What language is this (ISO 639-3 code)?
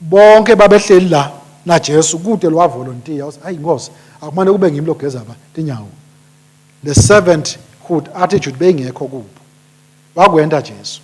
ssw